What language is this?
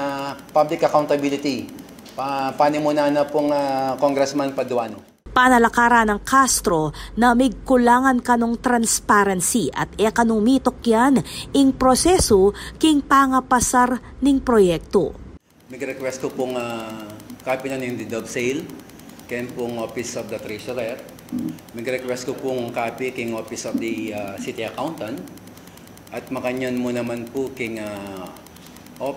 Pampanga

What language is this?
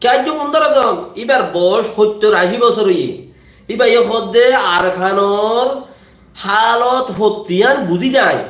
Rohingya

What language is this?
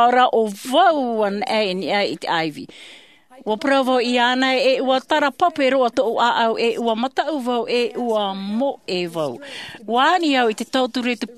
Tahitian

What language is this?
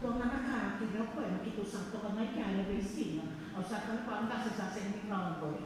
Fijian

